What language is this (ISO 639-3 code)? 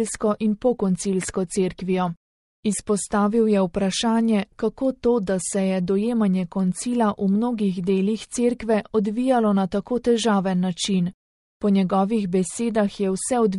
slv